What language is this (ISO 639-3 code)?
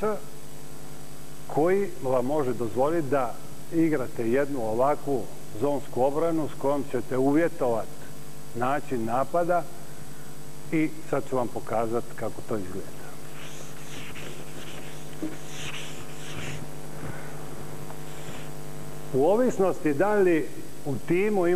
hrv